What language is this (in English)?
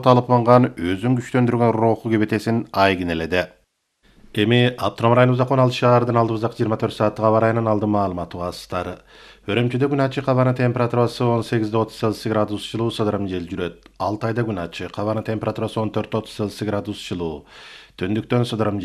Kyrgyz